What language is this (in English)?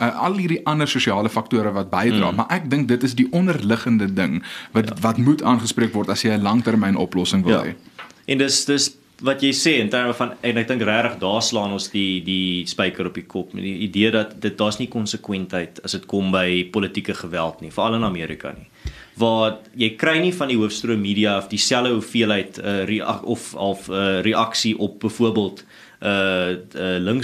Afrikaans